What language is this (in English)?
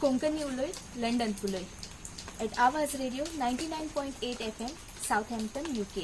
Konkani